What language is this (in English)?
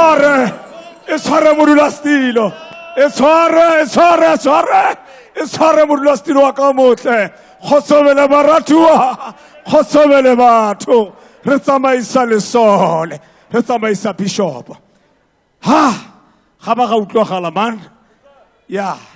Tswana